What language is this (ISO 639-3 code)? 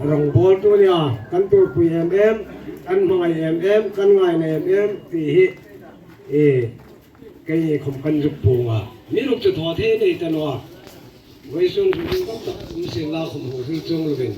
hmr